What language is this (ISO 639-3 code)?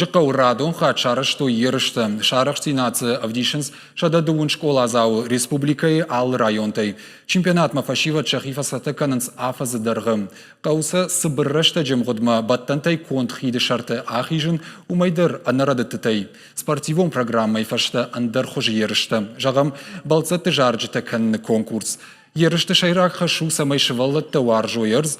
oss